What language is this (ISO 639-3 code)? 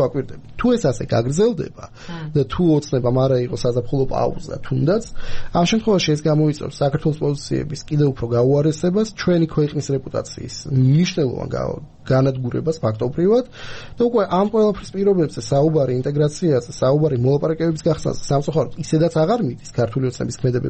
kat